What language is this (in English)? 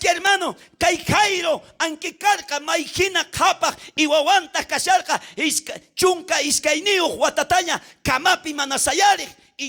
South Bolivian Quechua